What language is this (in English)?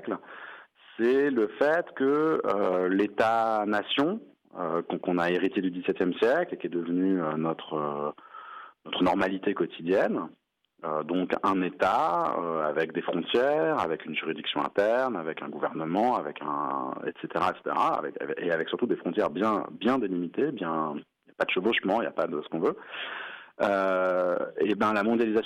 French